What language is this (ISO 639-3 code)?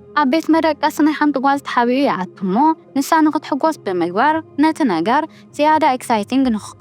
tir